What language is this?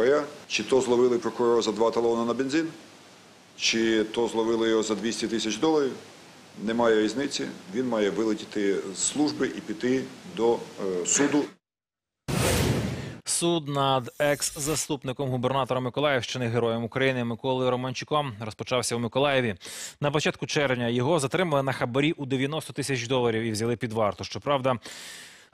Ukrainian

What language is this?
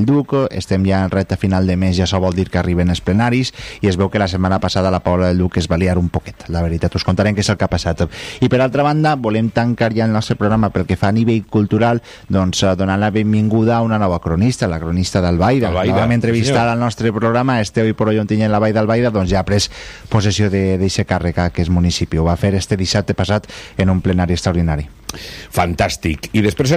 Catalan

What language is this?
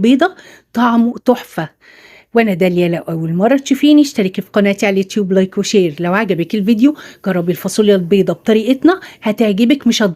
Egyptian Arabic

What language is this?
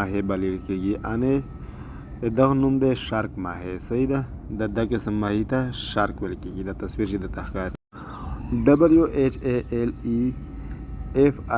Pashto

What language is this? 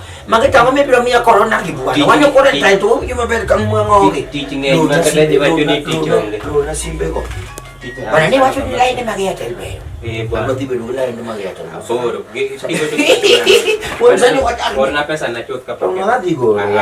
Luo (Kenya and Tanzania)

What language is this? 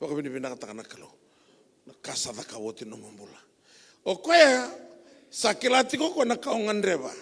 Fijian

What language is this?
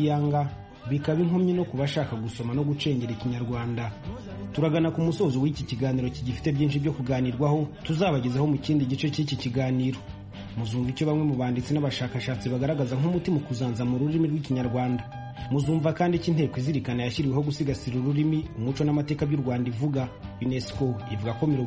Kinyarwanda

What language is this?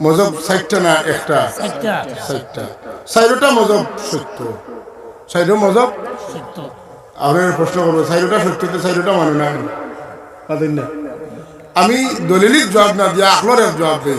Sylheti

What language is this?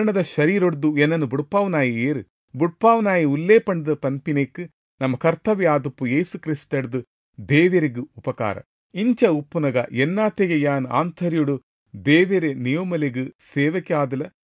Tulu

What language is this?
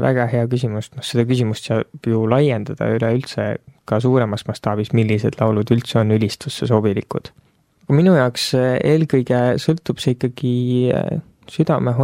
Estonian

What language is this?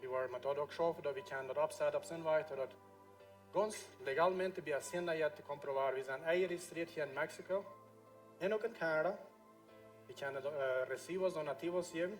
Plautdietsch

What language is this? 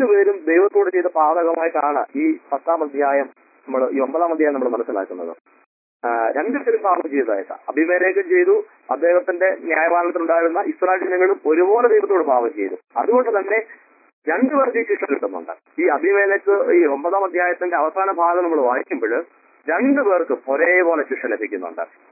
Malayalam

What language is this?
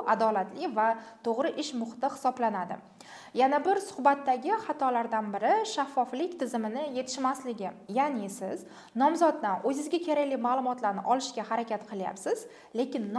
Uzbek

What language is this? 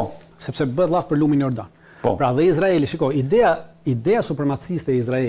Albanian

